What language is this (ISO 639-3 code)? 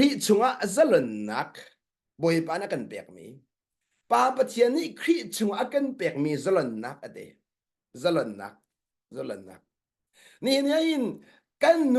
cnh